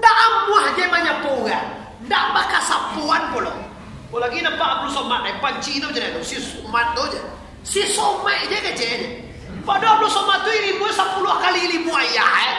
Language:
Minangkabau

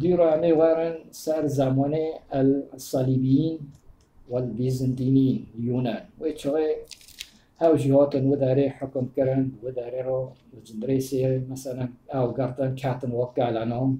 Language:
Kurdish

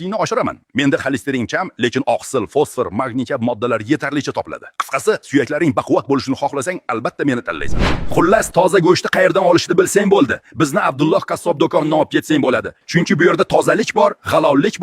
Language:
Uzbek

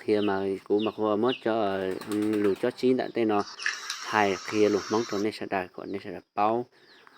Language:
Hmong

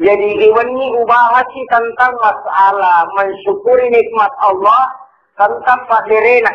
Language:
Buginese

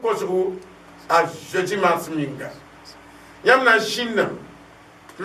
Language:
Mossi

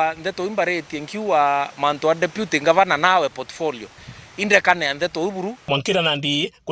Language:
Meru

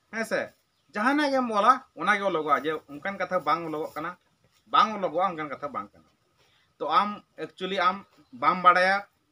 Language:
Santali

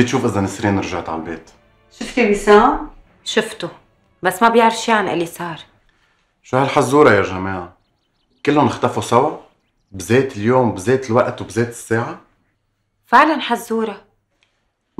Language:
North Levantine Arabic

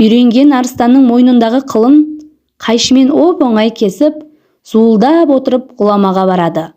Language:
Kazakh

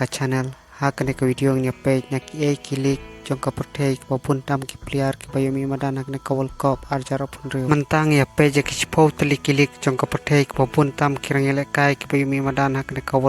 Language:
Khasi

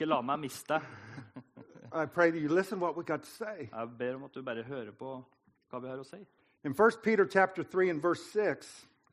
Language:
Norwegian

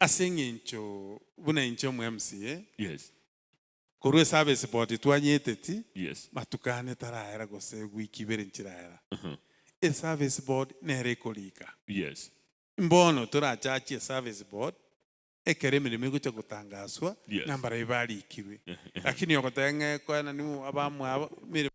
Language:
Gusii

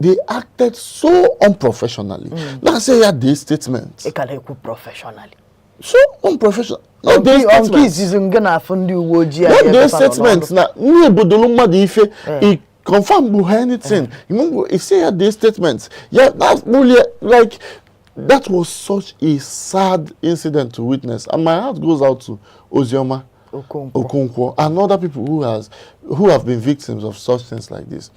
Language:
Igbo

